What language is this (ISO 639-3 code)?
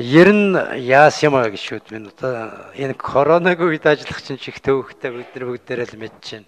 mon